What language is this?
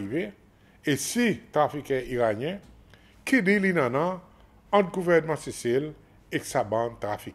Seselwa Creole French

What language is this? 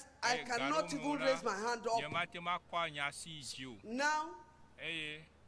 Ewe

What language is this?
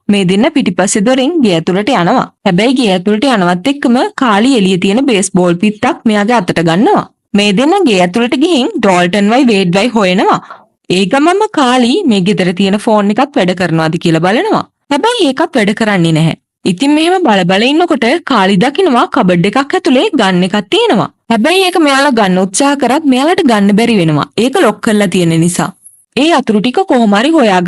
Sinhala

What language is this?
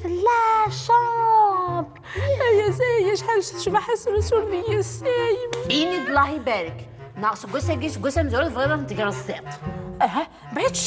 Kabyle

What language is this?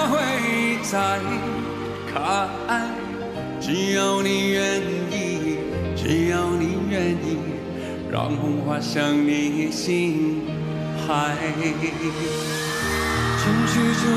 Chinese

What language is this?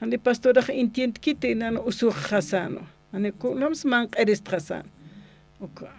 Aymara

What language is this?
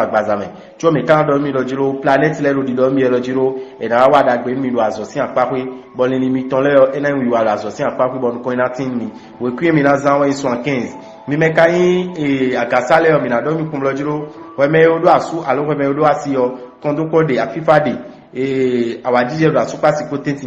Fon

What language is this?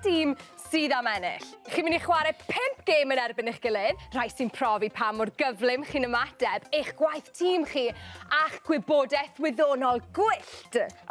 Welsh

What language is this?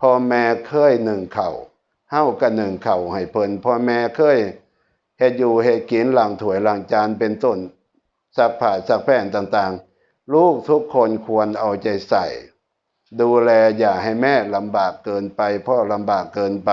Northeastern Thai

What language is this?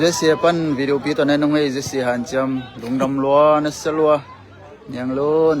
Tedim Chin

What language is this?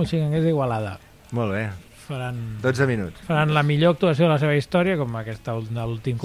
Catalan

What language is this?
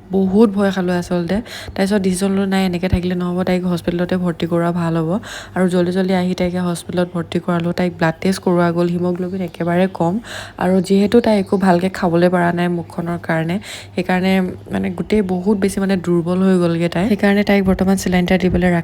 Assamese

